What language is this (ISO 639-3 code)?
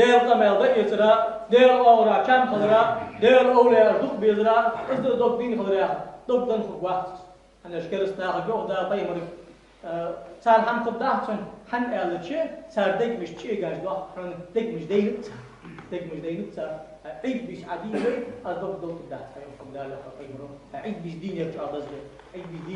inh